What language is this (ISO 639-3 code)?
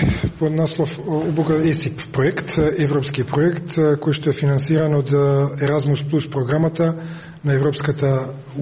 mkd